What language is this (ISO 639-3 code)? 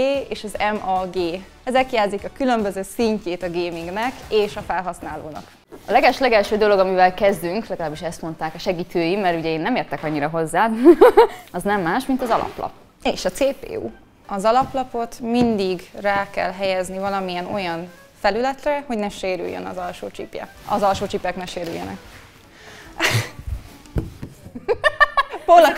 hun